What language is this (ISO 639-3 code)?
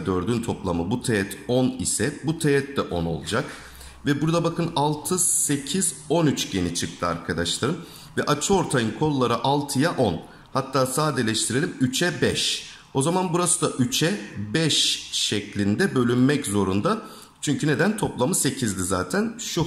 tur